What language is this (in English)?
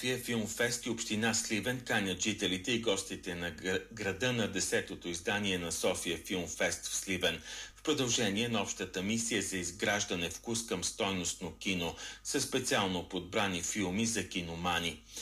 Bulgarian